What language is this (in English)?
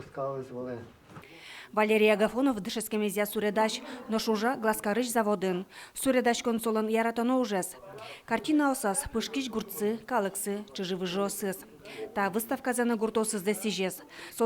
Udmurt